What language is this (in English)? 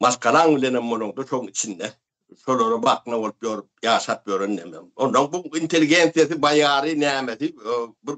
Turkmen